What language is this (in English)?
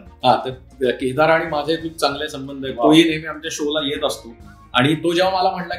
Marathi